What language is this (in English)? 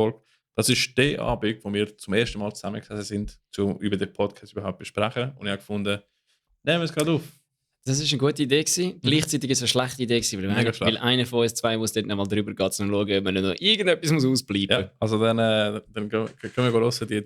Swiss German